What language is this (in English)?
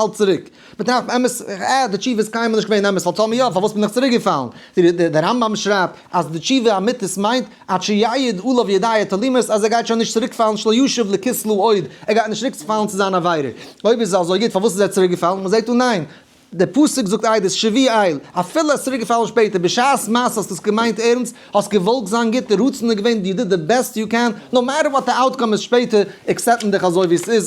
Yiddish